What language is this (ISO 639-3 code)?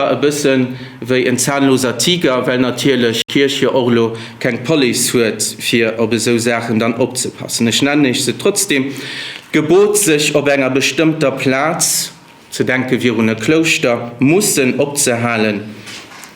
ltz